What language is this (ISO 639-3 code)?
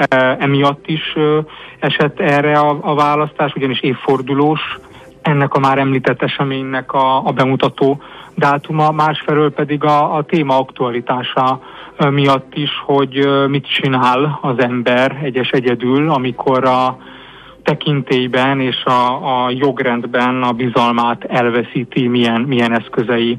hun